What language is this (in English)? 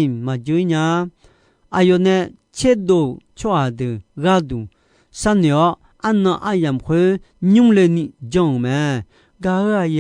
Akha